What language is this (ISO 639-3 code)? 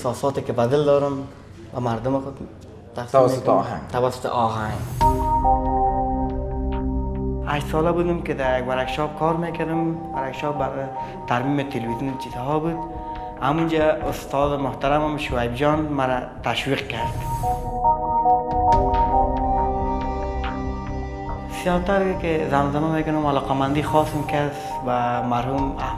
fas